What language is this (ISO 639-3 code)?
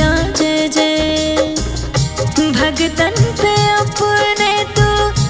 bho